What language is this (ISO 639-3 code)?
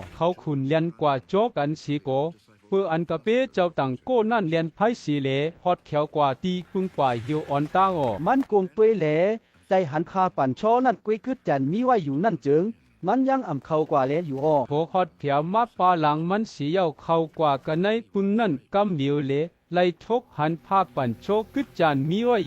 shn